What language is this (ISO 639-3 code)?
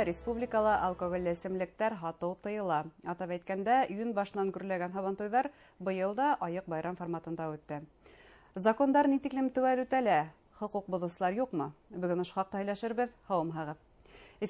bak